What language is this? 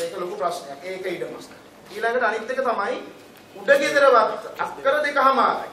Sinhala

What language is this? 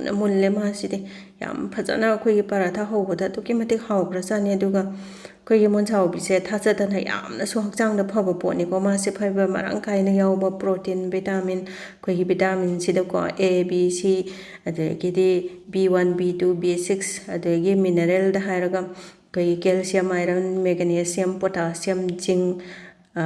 Manipuri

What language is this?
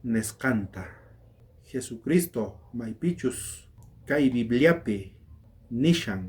South Bolivian Quechua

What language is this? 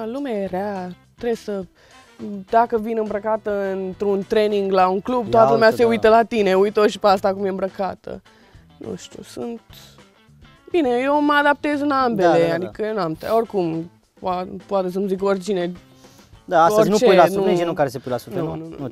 Romanian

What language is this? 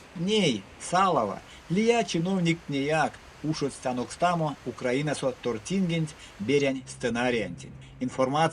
Erzya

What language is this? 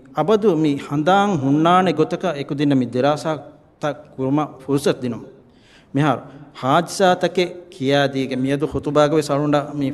Divehi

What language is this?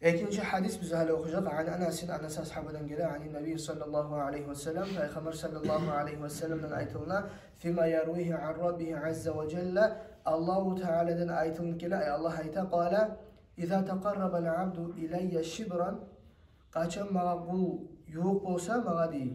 Kumyk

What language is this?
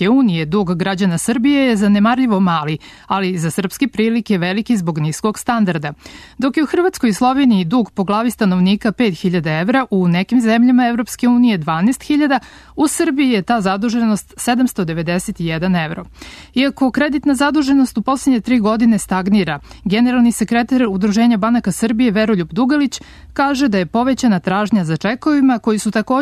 Serbian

